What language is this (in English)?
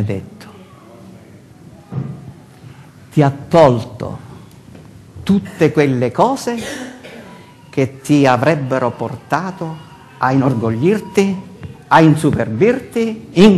Italian